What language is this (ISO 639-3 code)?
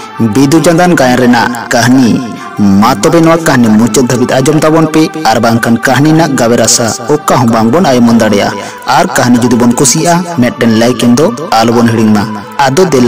sat